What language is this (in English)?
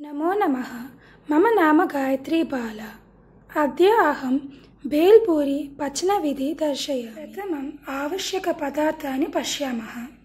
Sanskrit